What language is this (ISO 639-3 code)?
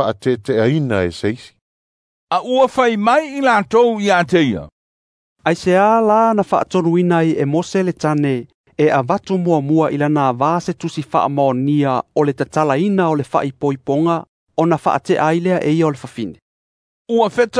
smo